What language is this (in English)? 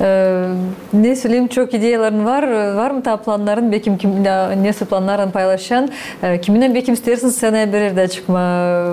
Gagauz